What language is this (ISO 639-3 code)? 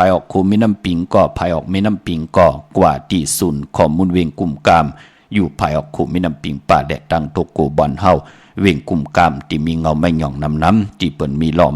shn